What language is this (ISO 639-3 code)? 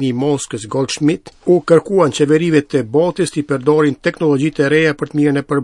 sqi